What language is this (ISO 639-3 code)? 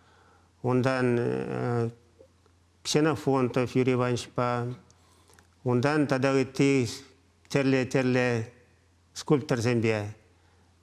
chv